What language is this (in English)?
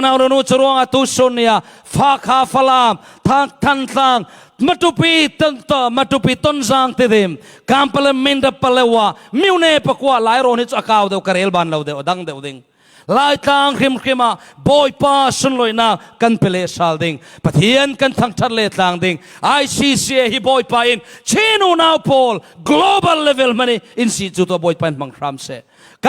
Falam Chin